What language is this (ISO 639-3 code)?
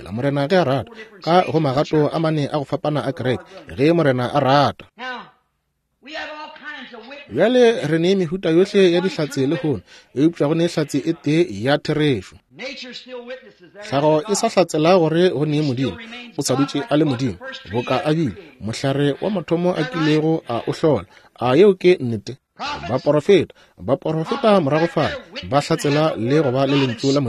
nso